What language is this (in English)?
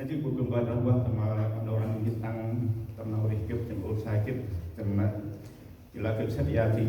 Central Mnong